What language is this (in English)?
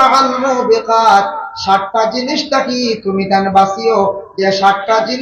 Sylheti